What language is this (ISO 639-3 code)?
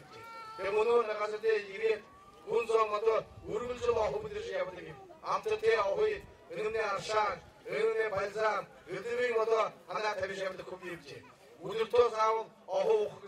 bua